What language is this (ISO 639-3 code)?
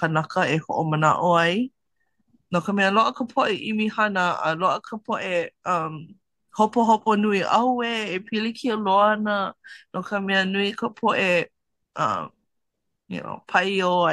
haw